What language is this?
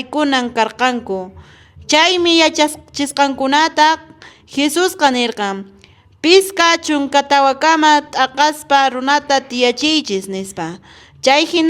Quechua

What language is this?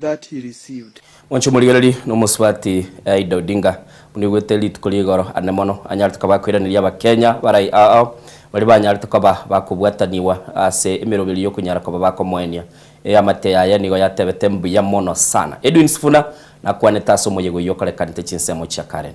Gusii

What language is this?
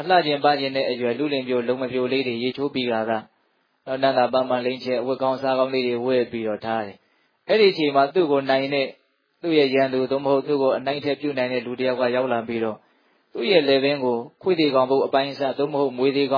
Burmese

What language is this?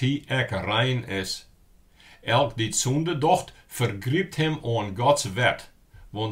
Western Frisian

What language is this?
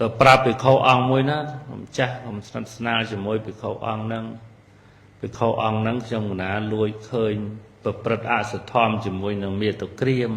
Khmer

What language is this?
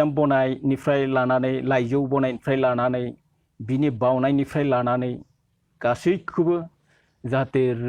Bodo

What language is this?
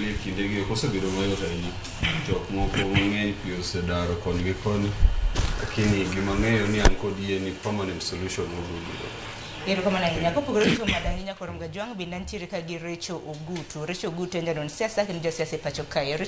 Luo (Kenya and Tanzania)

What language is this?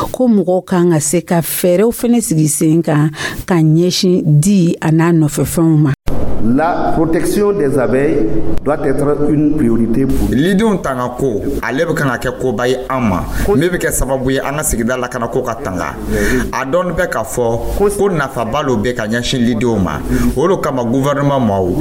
Dyula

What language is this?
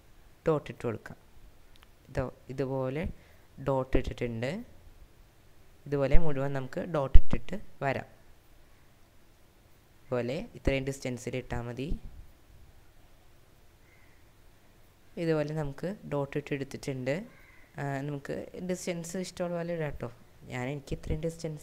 Malayalam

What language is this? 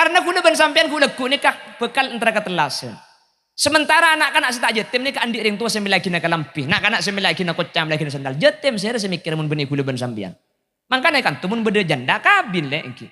Madurese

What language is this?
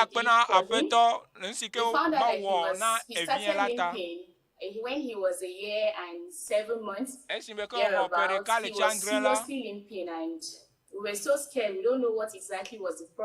Ewe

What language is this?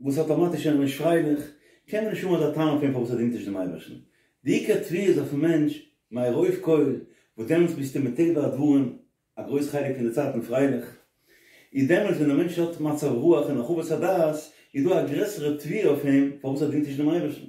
Yiddish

